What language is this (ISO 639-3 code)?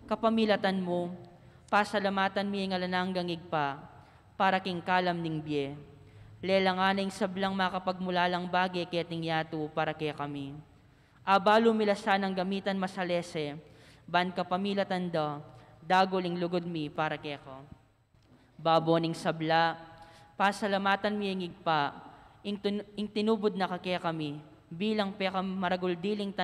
pam